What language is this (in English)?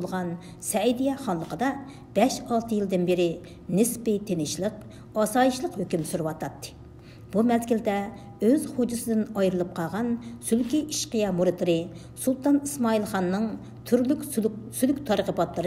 Uyghur